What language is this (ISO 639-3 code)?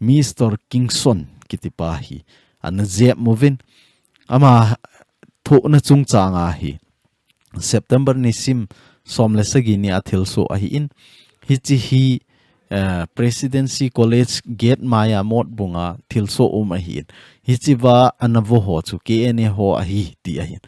tcz